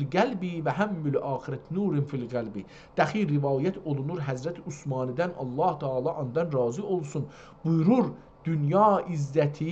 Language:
South Azerbaijani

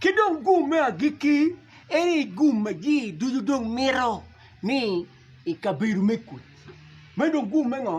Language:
Acoli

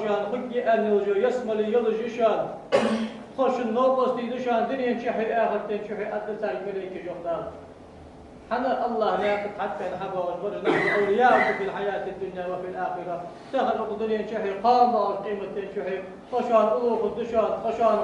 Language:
Ingush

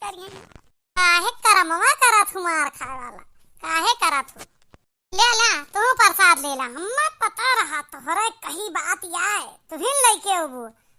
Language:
Awadhi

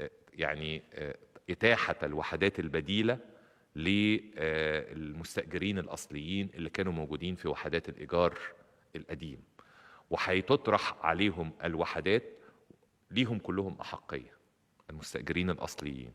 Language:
Egyptian Arabic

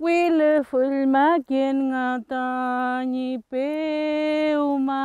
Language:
Mapuche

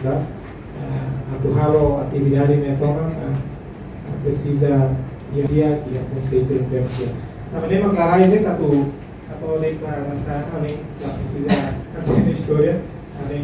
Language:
Tetum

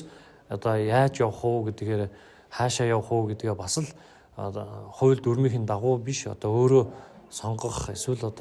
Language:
Mongolian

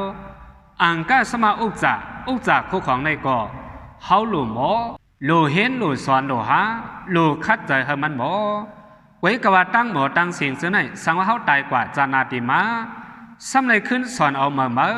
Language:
Shan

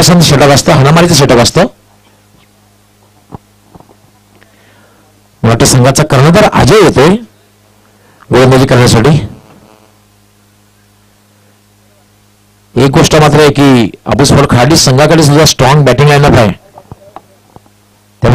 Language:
Marathi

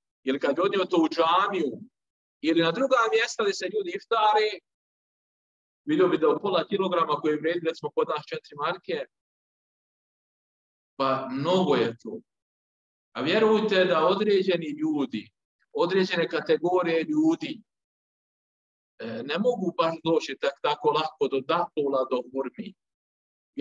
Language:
Bosnian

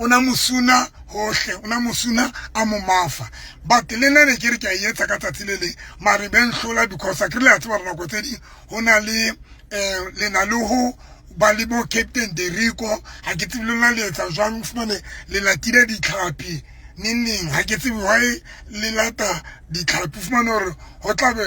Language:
Southern Sotho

